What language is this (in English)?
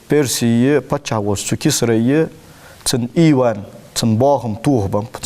Ingush